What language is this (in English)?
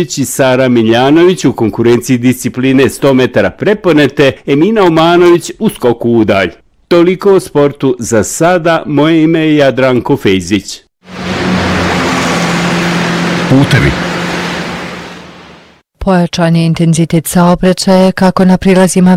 Bosnian